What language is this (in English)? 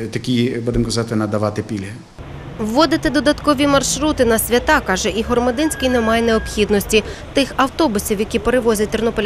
Ukrainian